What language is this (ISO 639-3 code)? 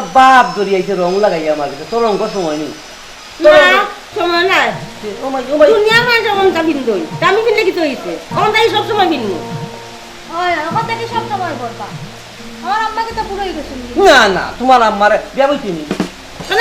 syl